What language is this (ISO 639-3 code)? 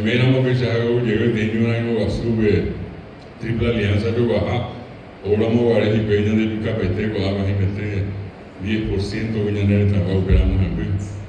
grn